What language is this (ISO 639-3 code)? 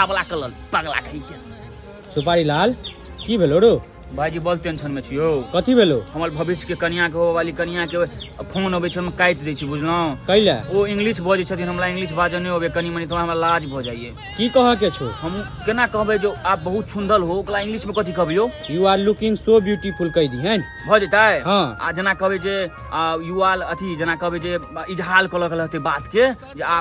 mai